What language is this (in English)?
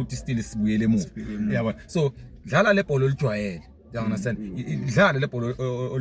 Zulu